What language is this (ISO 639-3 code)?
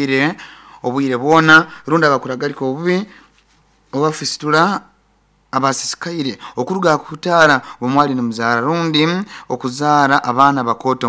nyn